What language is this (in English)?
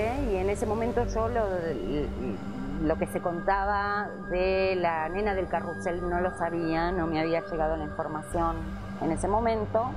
Spanish